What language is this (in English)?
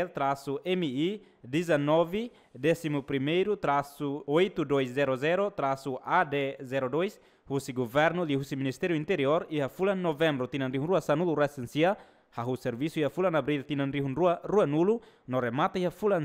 Tetum